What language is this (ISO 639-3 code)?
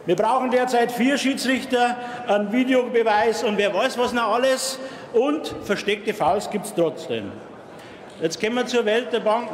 deu